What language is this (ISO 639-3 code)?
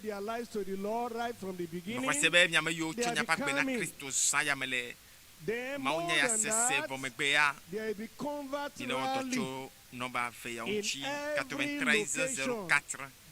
ewe